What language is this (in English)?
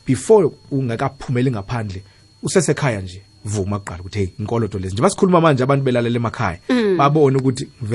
South Ndebele